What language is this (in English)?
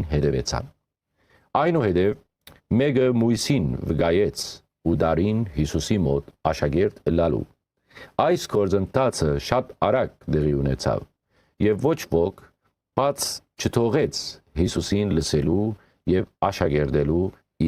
Western Armenian